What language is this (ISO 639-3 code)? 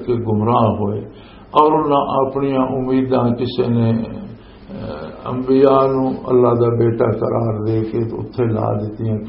lah